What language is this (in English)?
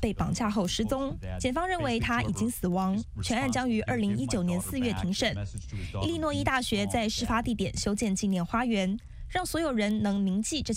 Chinese